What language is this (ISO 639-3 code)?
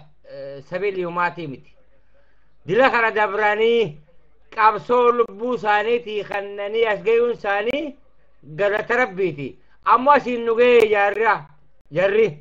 orm